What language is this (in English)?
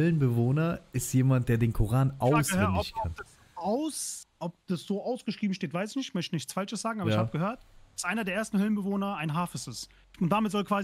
German